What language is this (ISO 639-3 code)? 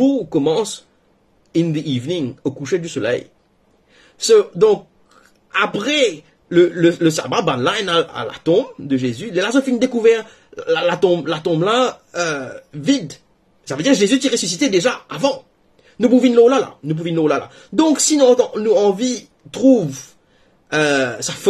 mfe